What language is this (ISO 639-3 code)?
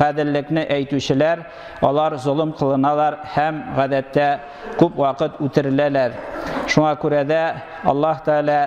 tat